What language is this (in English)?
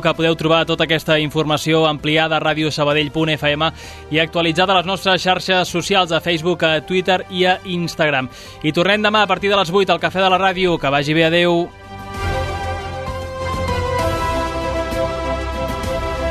Catalan